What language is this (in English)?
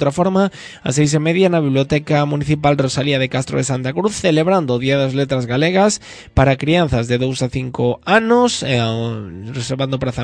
Galician